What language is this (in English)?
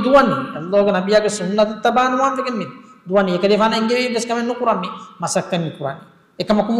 Divehi